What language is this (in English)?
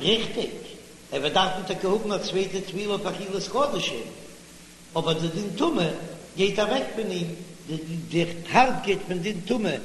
Yiddish